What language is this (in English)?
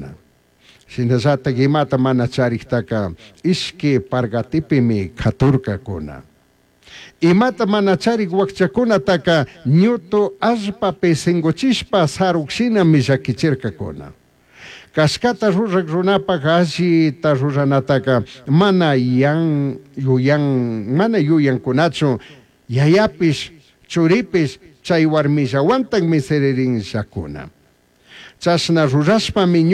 Chimborazo Highland Quichua